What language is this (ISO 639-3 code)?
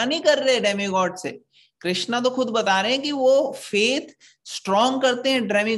hin